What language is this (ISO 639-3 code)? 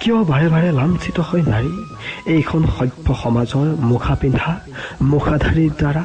asm